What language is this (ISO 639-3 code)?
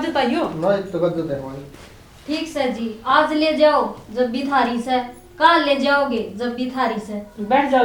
bgc